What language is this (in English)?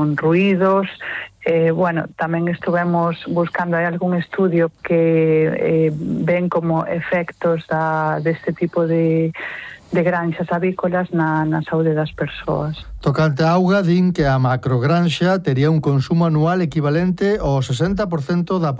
Galician